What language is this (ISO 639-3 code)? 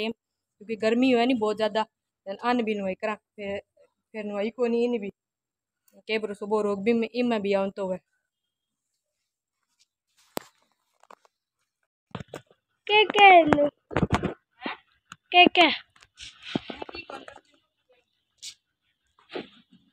hin